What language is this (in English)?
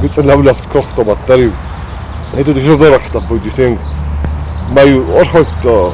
Ossetic